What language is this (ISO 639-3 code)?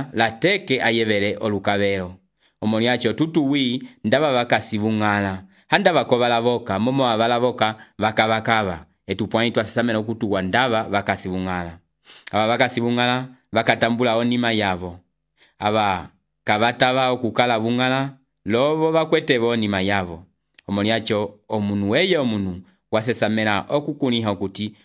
umb